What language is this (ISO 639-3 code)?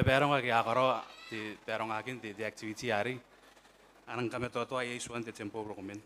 gil